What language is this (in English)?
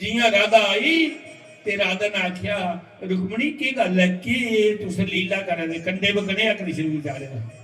Dogri